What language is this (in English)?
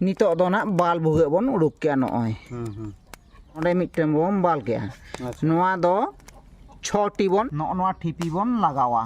Santali